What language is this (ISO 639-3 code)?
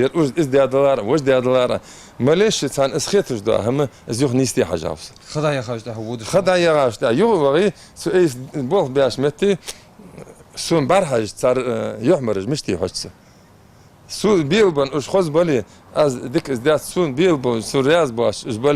inh